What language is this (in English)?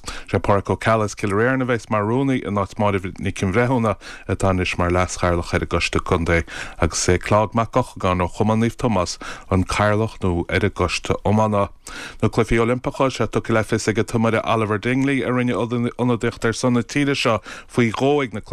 Irish